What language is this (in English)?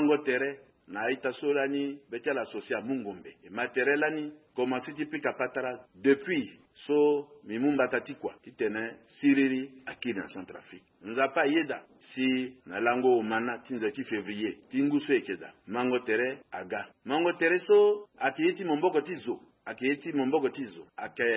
Sango